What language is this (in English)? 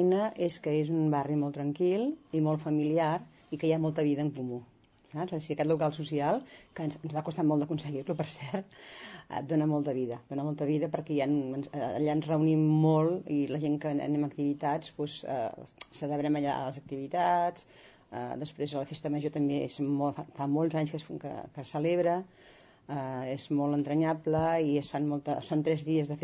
Catalan